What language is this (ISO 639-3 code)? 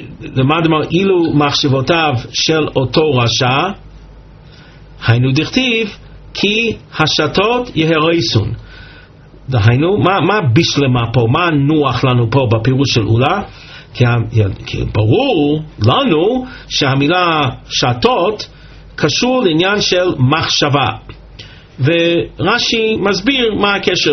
heb